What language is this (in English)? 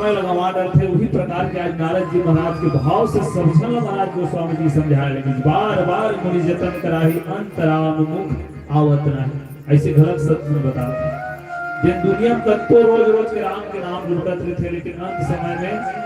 Chhattisgarhi